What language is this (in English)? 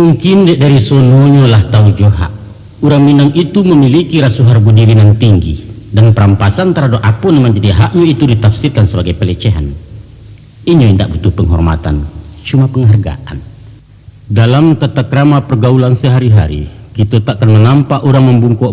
Minangkabau